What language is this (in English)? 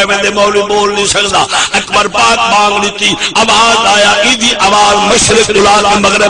Saraiki